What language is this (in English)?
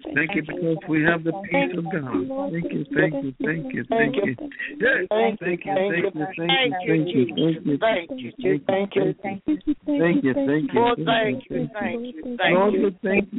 English